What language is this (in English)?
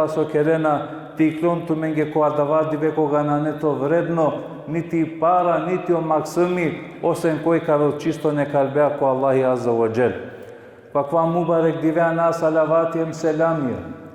Balkan Romani